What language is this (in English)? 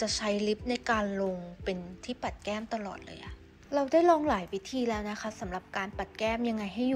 Thai